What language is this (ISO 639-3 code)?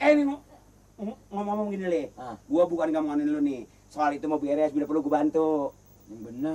bew